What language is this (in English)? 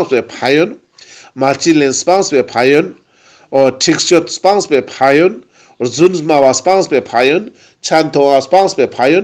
Ladakhi